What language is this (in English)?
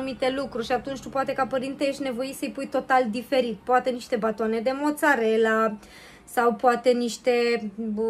Romanian